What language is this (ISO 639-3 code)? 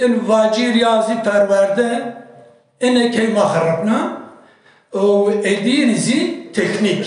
kur